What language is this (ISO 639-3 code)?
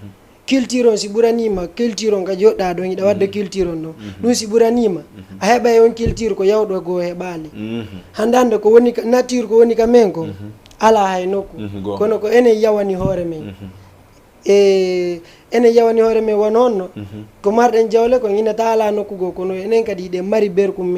ful